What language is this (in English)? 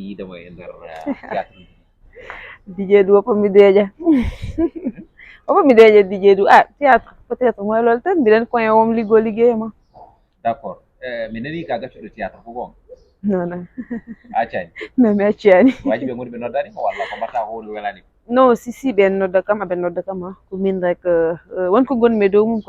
Fula